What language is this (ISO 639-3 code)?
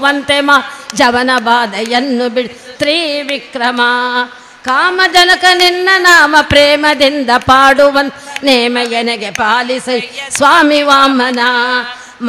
kan